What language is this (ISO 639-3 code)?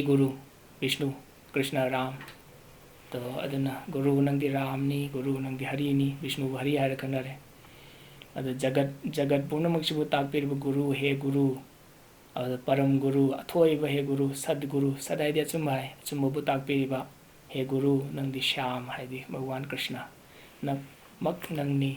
mni